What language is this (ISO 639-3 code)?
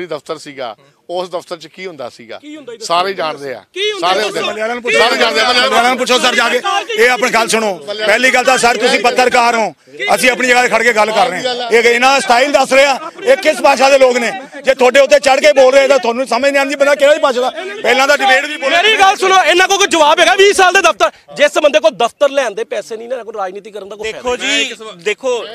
pan